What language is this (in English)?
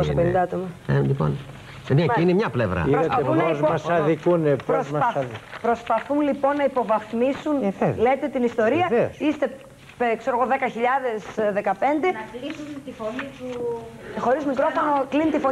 Greek